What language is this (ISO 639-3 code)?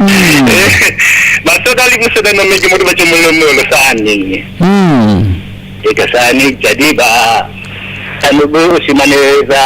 nia